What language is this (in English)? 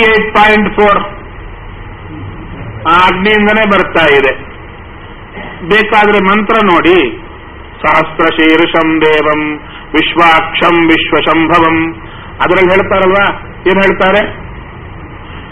Kannada